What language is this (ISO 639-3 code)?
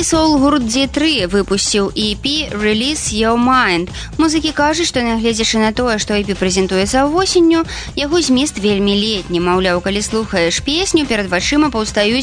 bel